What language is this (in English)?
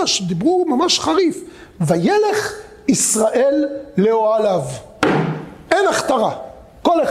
Hebrew